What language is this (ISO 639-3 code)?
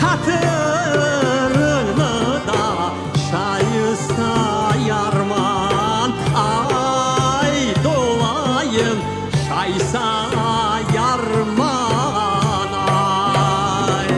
crh